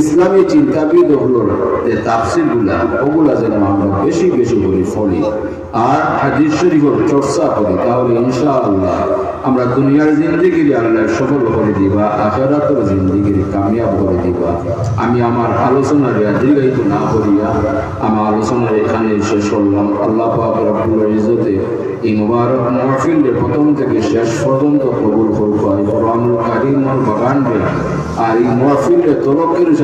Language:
Sylheti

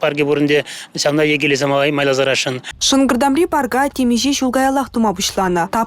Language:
Chuvash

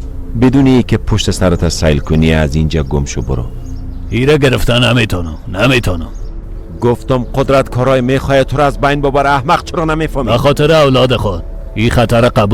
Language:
Persian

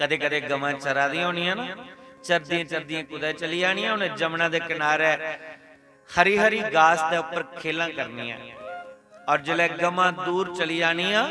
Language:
Dogri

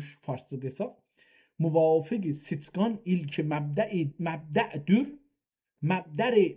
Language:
South Azerbaijani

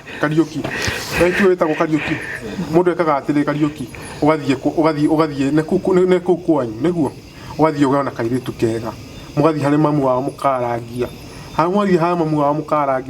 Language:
Kikuyu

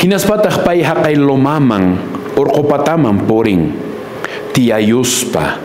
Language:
Quechua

